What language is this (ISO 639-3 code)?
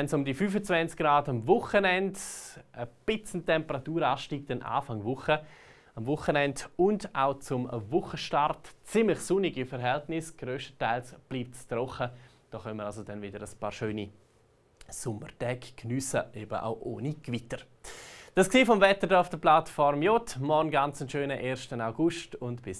gsw